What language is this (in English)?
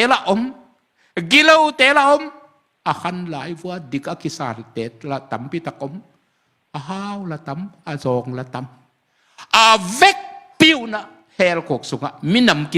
Tedim Chin